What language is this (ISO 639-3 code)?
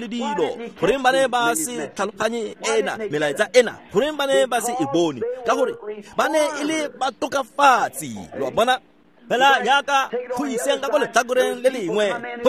tsn